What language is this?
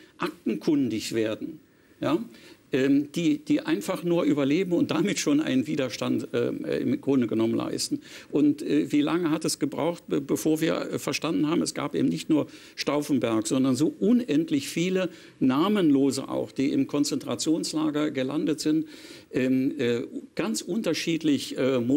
German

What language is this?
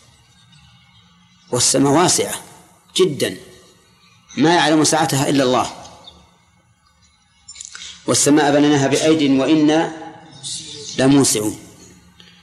Arabic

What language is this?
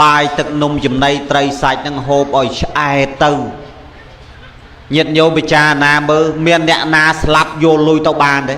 Khmer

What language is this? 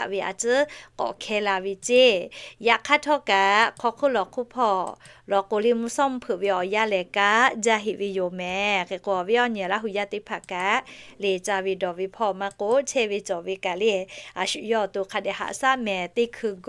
Lahu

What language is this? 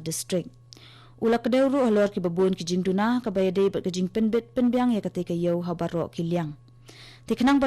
Khasi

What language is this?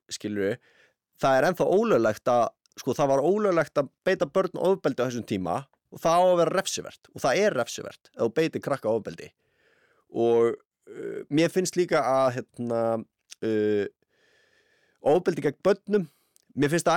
Icelandic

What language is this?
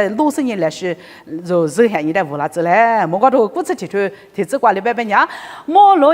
Lisu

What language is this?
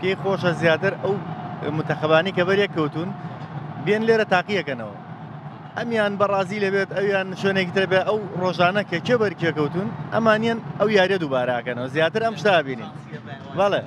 Central Kurdish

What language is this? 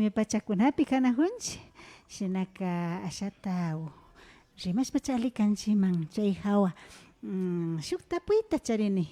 Imbabura Highland Quichua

